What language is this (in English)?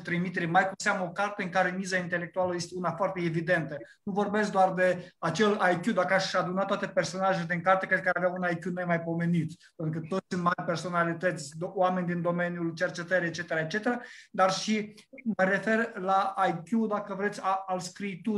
Romanian